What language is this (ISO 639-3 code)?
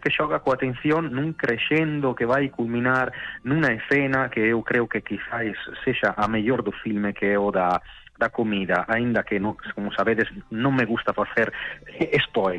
glg